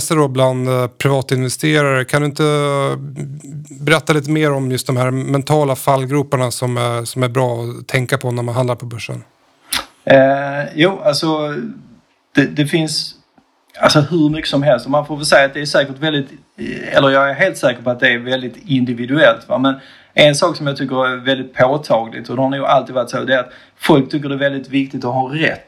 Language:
Swedish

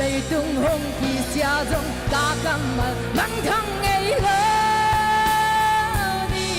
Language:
Paite Chin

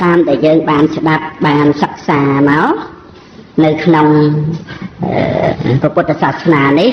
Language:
Khmer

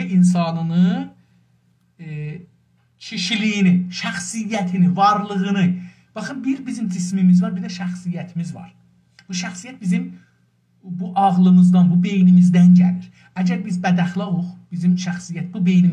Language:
South Azerbaijani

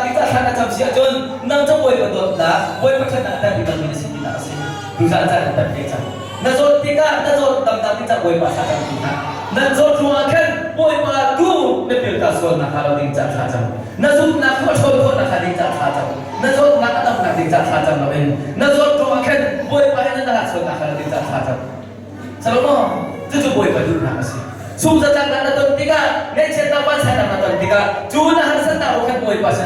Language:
Hakha Chin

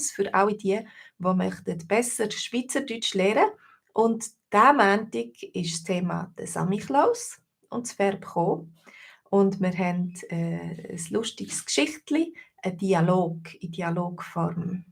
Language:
Swiss German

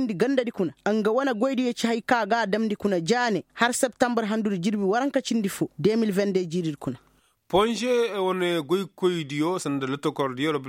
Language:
Koyraboro Senni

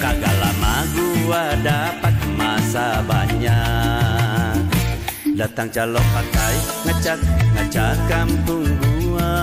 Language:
Betawi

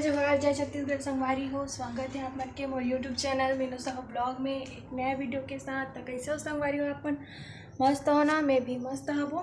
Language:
Chhattisgarhi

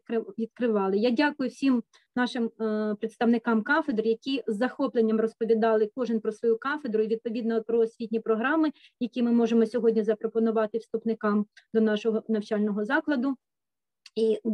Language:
Ukrainian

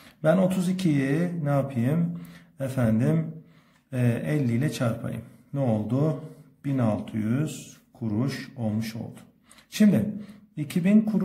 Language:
Turkish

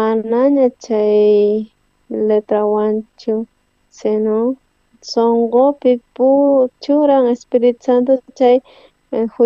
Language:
South Bolivian Quechua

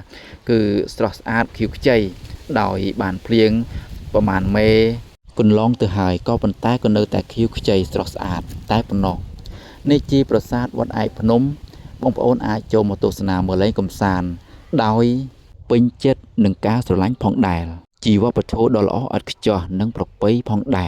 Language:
Khmer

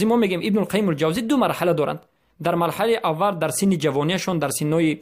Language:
Tajik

